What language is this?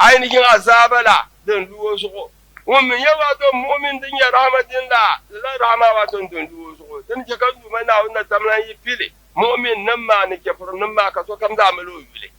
Dagbani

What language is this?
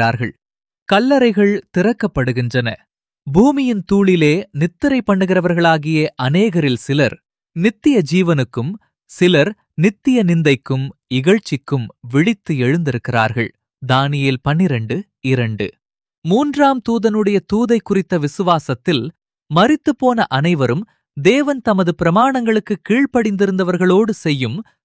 Tamil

